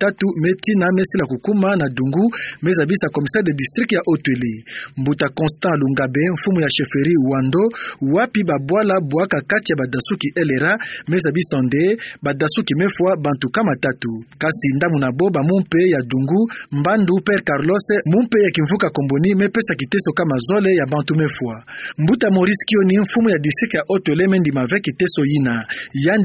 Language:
Kituba (Democratic Republic of Congo)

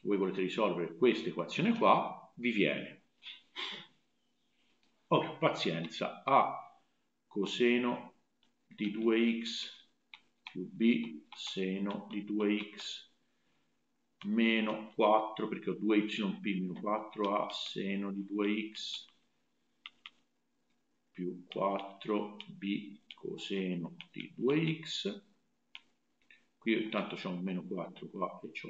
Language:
Italian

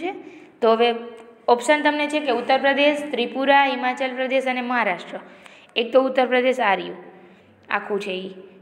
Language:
Gujarati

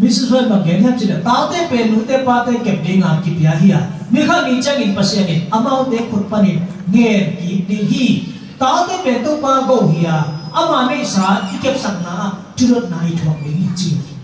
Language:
Tedim Chin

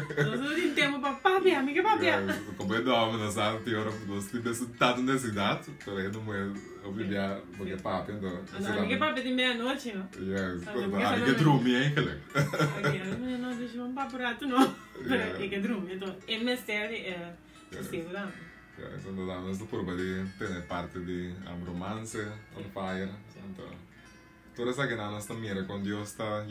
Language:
Papiamento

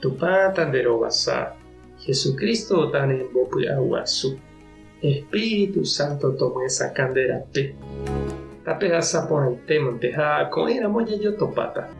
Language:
Guarani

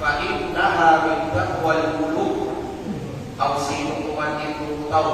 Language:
Kalagan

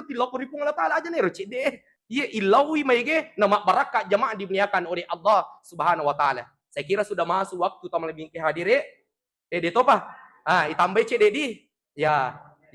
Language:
Buginese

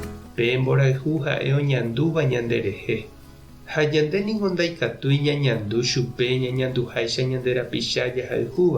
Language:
Guarani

